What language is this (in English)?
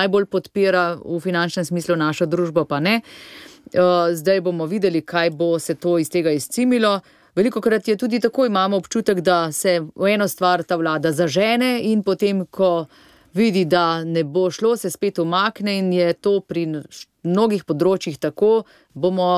Slovenian